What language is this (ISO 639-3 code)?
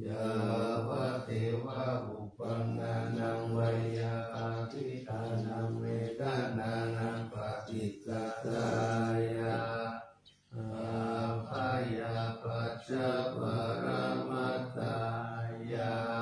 pli